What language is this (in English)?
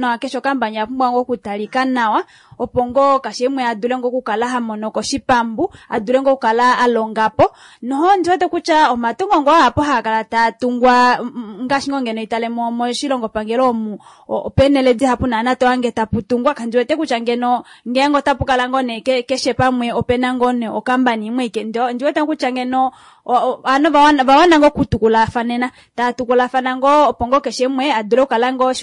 Kuanyama